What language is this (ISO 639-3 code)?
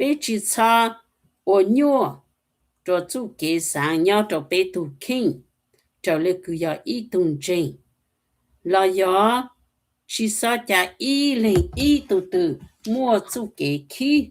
hmn